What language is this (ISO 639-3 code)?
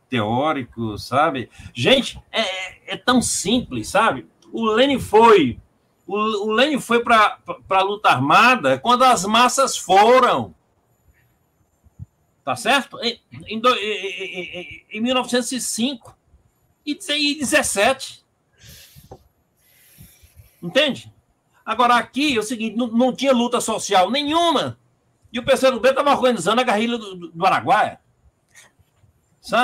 por